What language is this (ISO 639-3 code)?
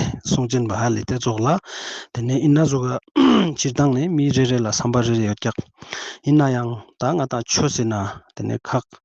lbj